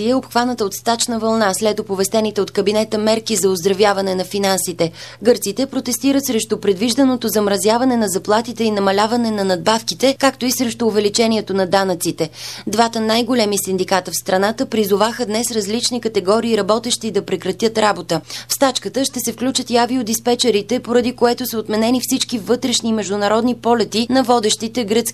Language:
Bulgarian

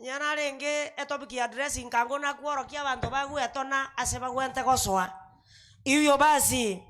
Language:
Gusii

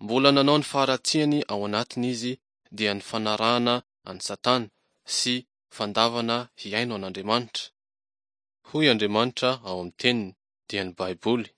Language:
Malagasy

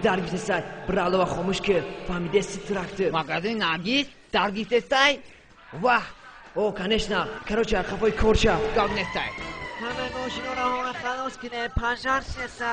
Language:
Tajik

